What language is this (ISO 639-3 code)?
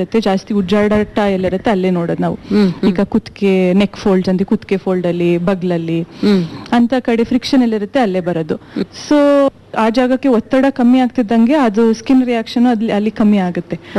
kan